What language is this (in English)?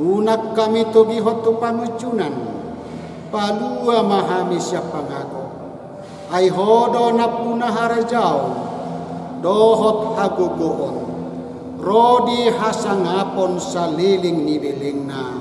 Batak Toba